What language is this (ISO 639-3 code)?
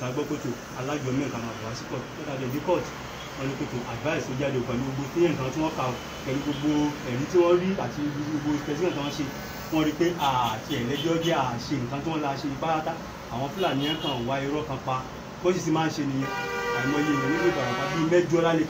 yor